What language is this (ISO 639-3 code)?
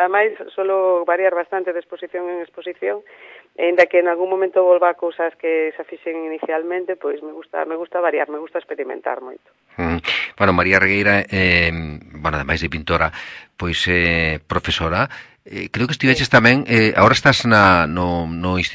glg